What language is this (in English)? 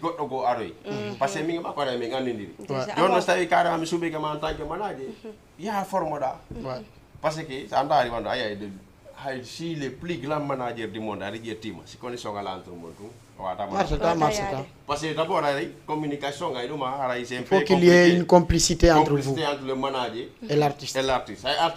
Fula